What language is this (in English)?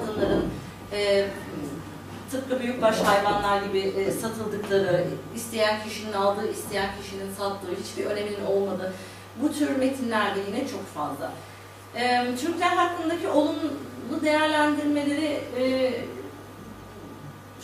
Turkish